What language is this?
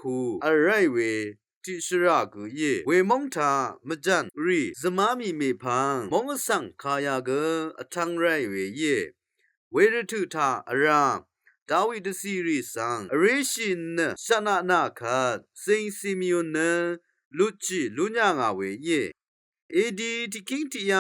Rawang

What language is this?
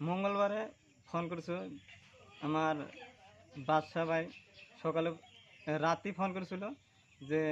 Assamese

